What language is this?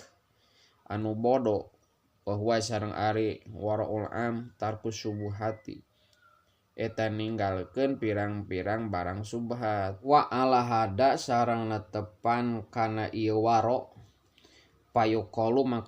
Sundanese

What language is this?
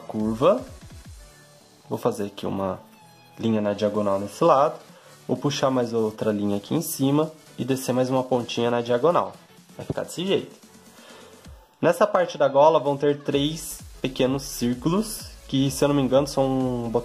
Portuguese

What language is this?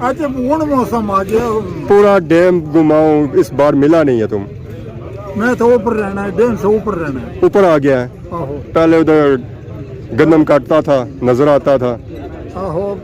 Pahari-Potwari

